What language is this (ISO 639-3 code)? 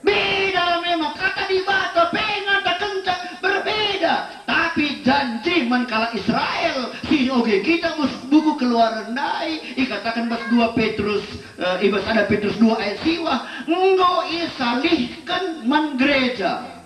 btx